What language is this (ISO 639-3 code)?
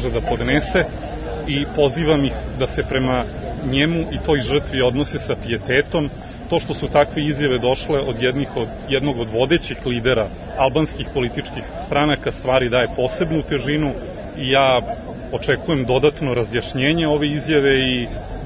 srp